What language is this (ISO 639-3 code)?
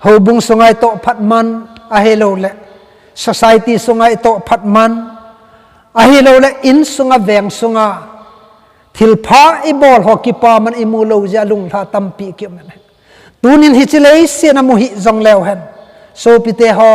tcz